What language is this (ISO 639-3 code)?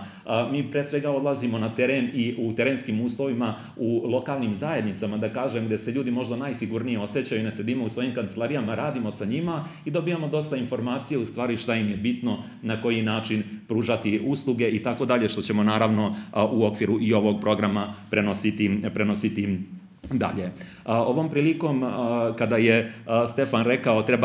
srp